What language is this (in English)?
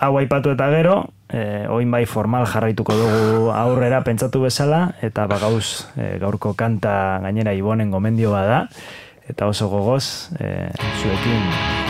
Basque